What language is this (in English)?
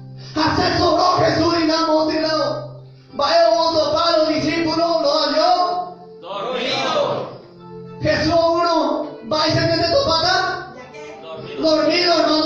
Guarani